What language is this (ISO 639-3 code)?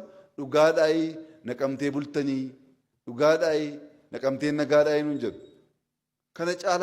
orm